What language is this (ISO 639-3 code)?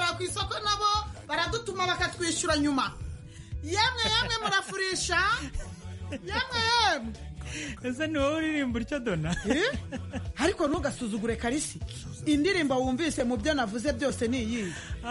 kin